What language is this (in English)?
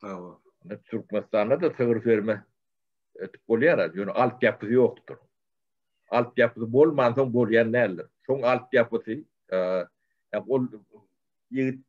Turkmen